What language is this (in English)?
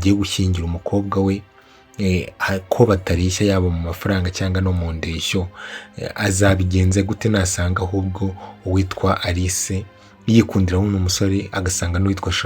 Kinyarwanda